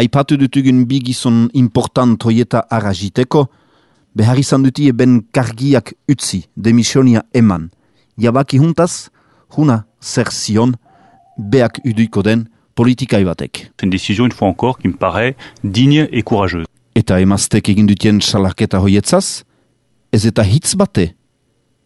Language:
Basque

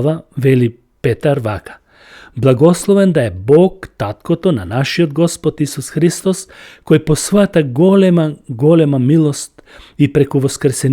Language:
Macedonian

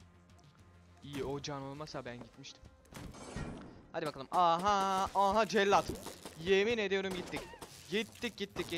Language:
Turkish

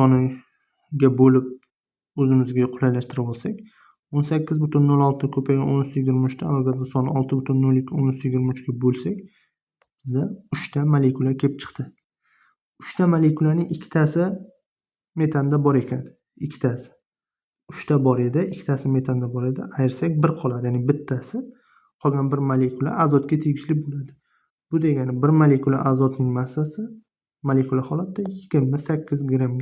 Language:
Uzbek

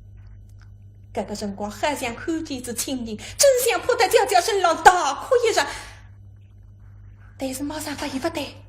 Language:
Wu Chinese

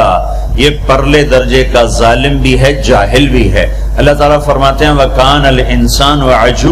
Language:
Urdu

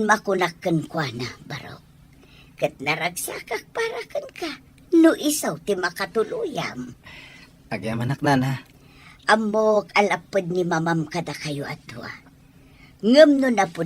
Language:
Iloko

